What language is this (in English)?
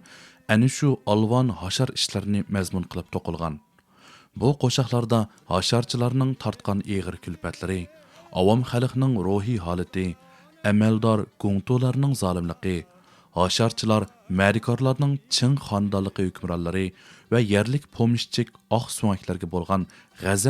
Uyghur